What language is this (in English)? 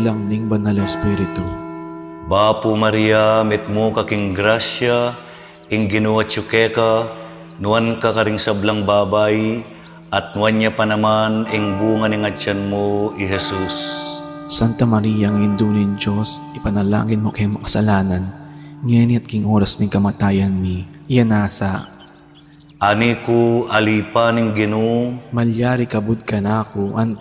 Pampanga